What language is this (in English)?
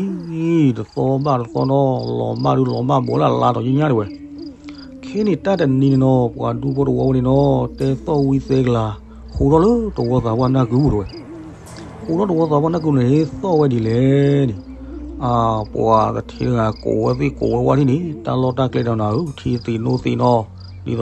S'gaw Karen